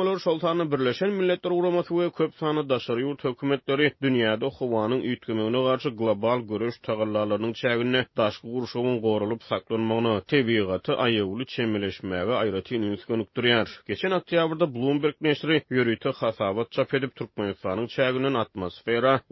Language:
Turkmen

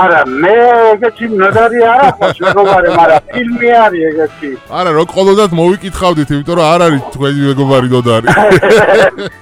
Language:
Georgian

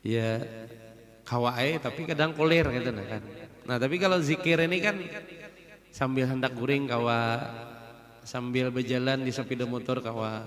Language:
Banjar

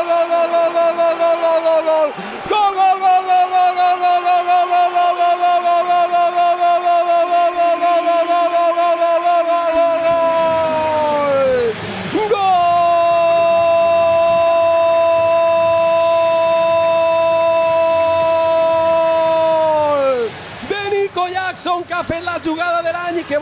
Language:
Catalan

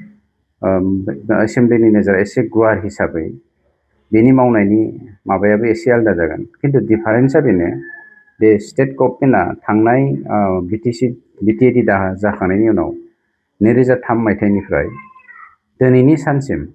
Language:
Bodo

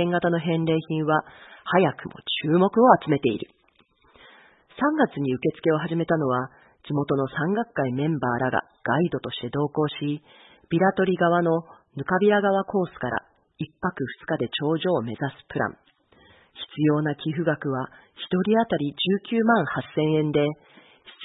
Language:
Japanese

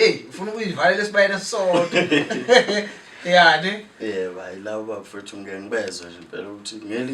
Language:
Zulu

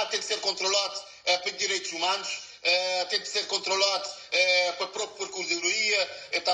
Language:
Kabuverdianu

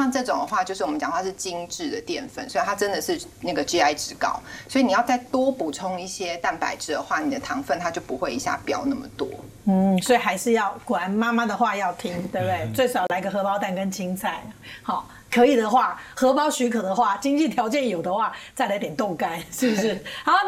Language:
Chinese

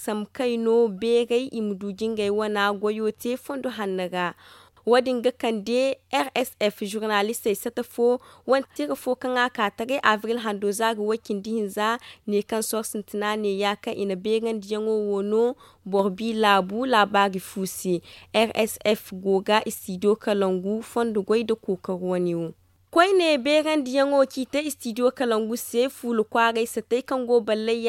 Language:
Zarma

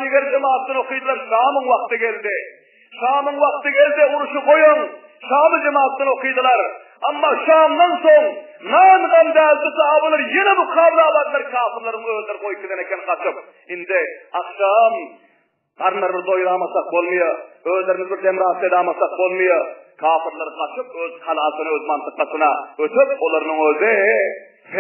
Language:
Turkmen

